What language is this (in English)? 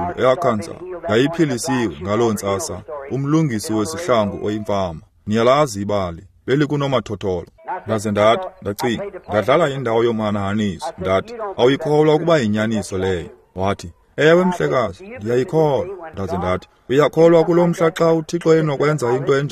Xhosa